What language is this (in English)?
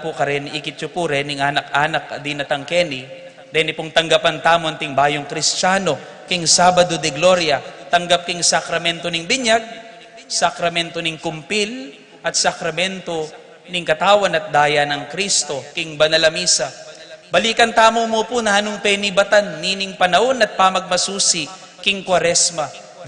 Pampanga